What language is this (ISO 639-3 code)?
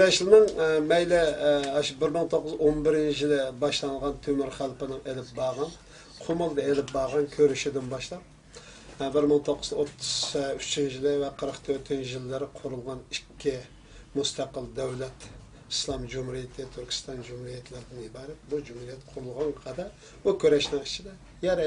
uig